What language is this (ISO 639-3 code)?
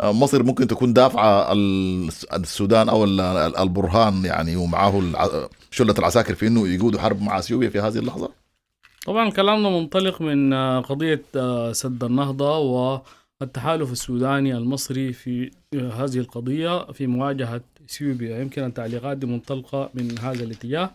apd